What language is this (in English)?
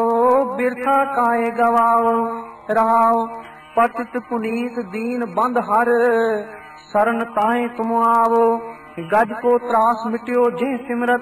Punjabi